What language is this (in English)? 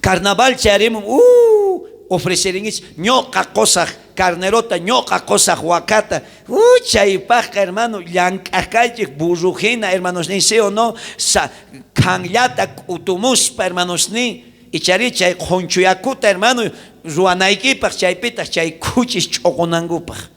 South Bolivian Quechua